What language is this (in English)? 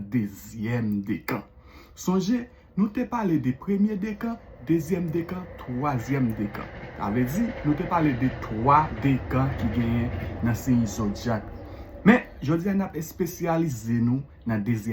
Haitian Creole